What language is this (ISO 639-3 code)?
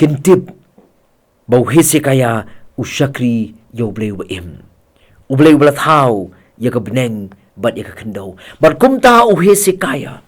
kha